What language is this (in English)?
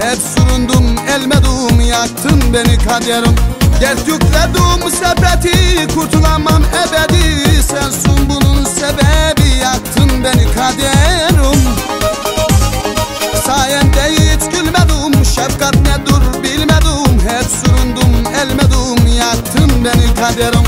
Turkish